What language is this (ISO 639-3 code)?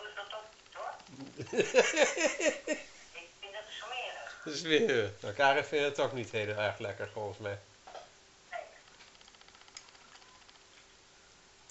nld